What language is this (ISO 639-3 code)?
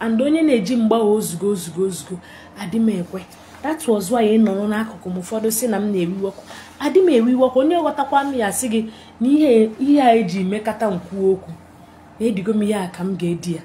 ibo